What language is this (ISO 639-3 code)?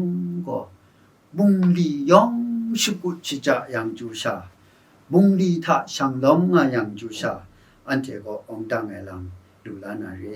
kac